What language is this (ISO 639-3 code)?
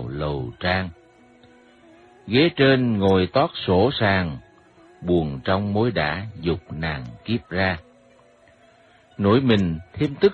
vie